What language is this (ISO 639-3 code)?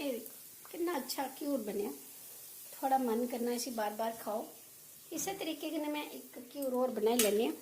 doi